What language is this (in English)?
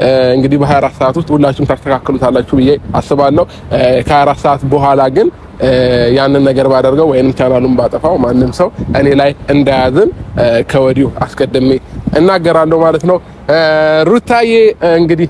Amharic